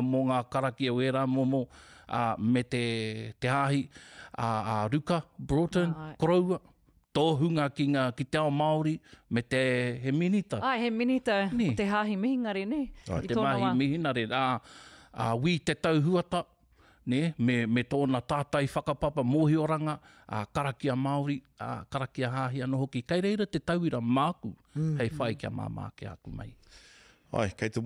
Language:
Māori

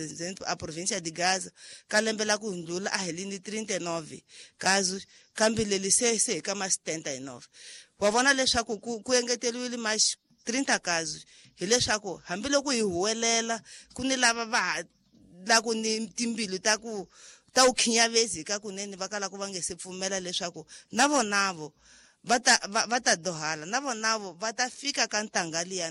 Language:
Tsonga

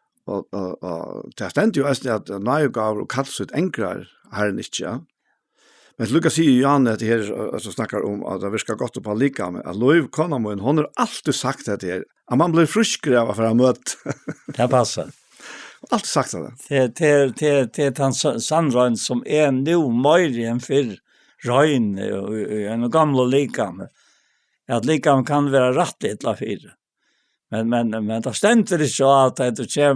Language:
Faroese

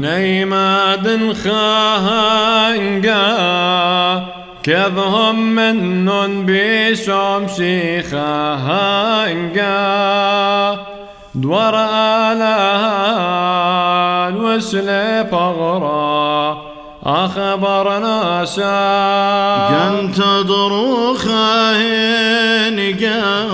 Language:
Classical Syriac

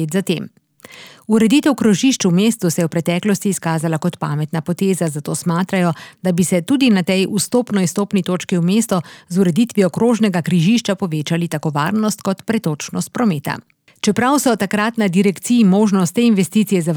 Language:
Slovenian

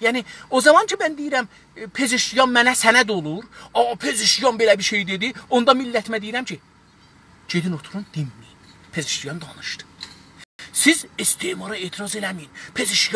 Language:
South Azerbaijani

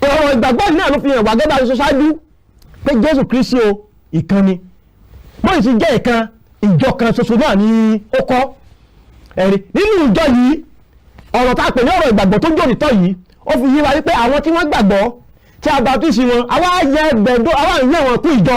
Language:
Yoruba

